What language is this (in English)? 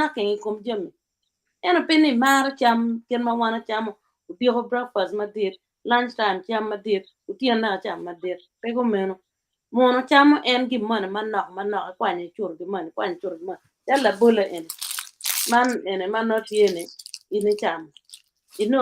Acoli